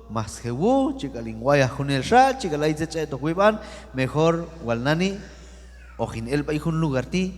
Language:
Q'anjob'al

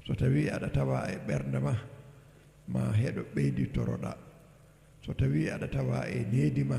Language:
Fula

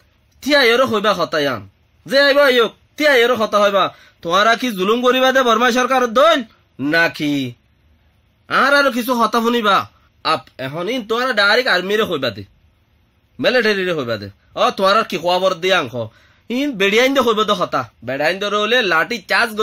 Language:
Rohingya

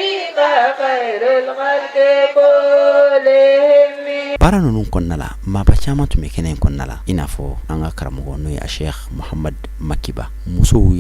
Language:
Bambara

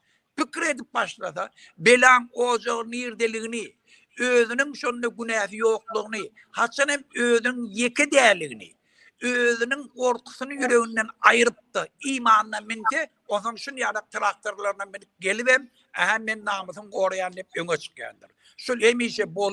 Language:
Turkmen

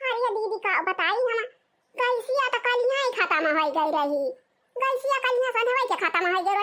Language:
Awadhi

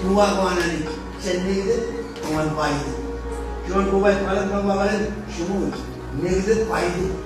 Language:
Marshallese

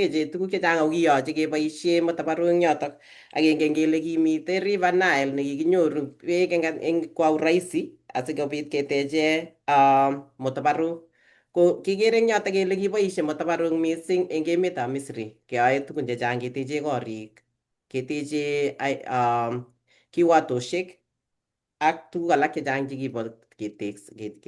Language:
Kalenjin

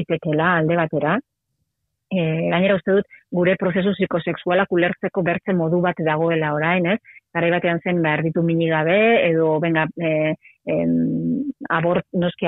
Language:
Basque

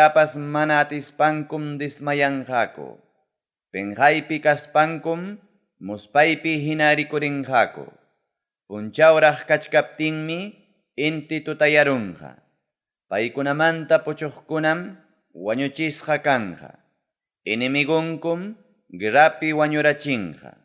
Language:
Ayacucho Quechua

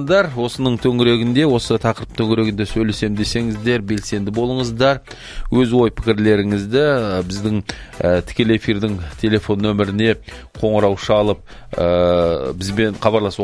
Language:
Kazakh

